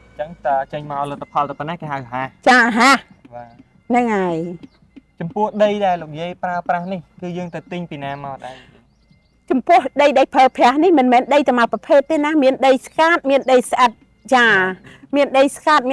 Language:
Khmer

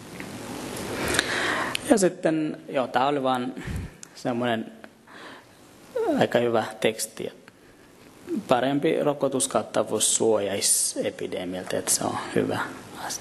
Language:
Finnish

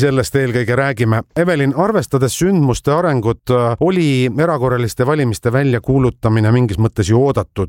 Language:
Estonian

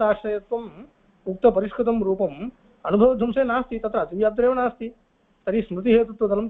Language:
Sanskrit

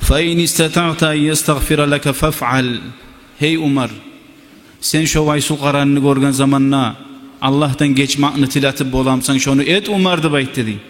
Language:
Kumyk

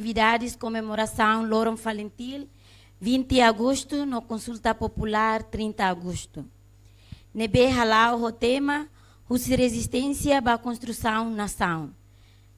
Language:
Tetum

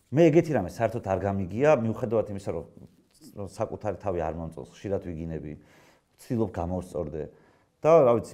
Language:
Georgian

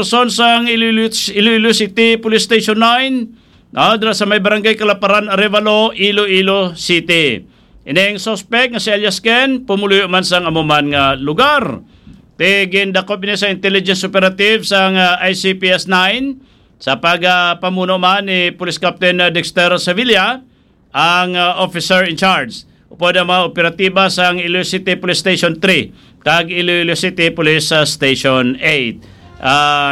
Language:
Hiligaynon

